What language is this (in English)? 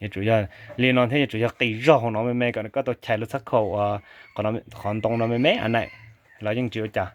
Hmong